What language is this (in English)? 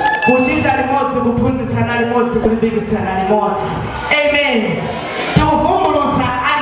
Nyanja